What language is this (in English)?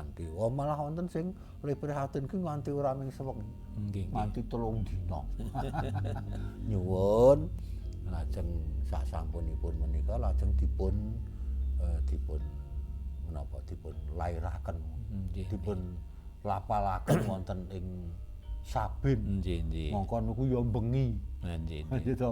Javanese